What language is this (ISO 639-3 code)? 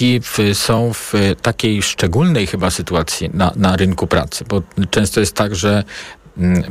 pol